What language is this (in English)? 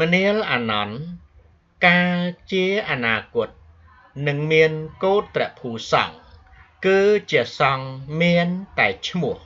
Khmer